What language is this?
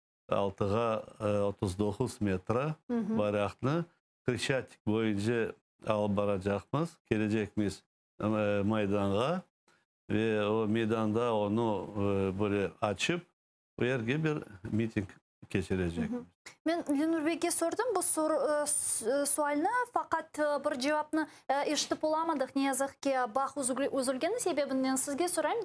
Crimean Tatar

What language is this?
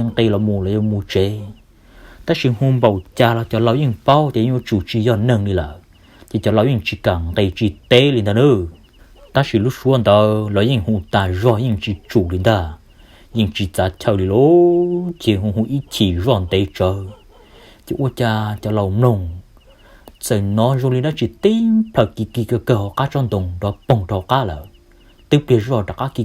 Hmong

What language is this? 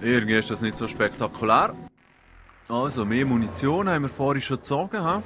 Swiss German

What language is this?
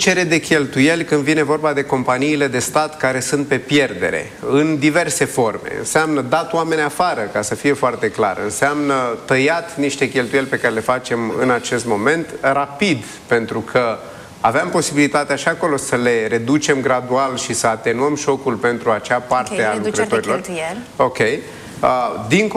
Romanian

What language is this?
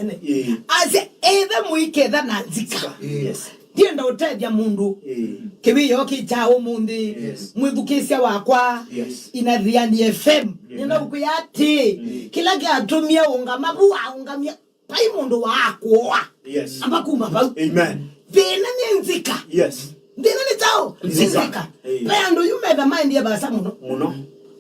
Kamba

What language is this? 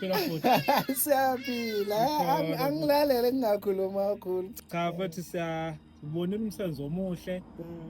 Zulu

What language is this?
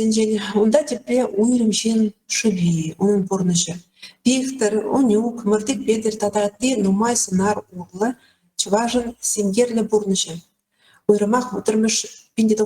Chuvash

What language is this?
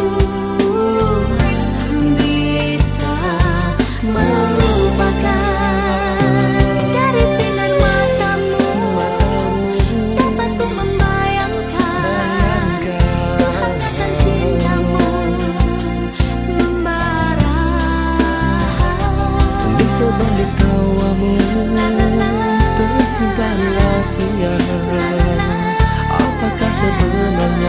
Malay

